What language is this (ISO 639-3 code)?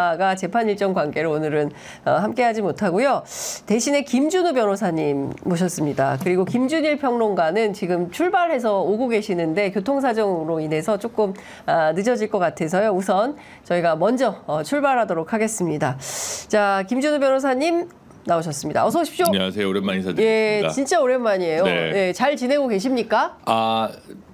kor